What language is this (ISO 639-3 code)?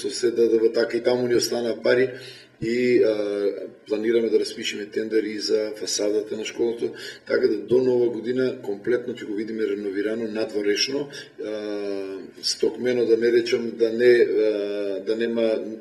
mkd